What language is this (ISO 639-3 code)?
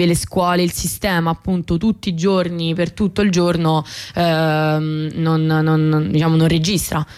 ita